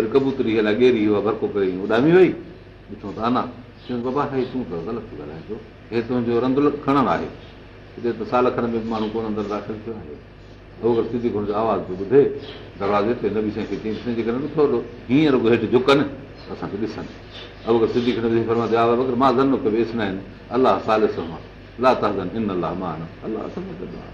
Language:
Sindhi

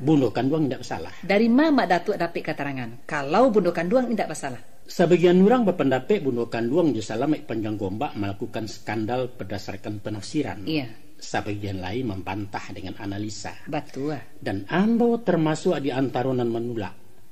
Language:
Minangkabau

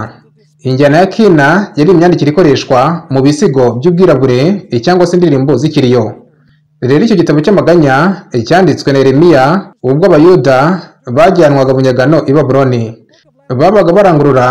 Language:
Kinyarwanda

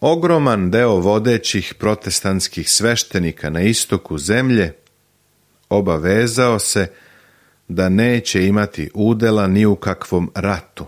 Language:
Serbian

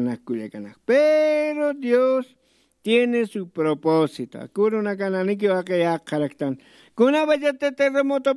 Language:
Aymara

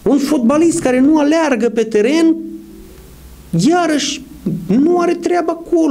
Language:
Romanian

